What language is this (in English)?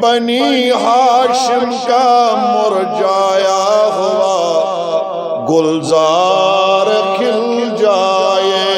Kashmiri